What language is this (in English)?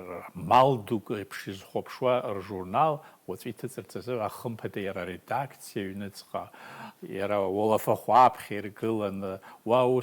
Abkhazian